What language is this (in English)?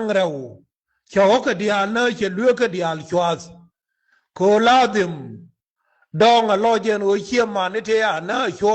Nuer